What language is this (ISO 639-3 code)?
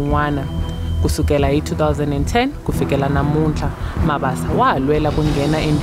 tso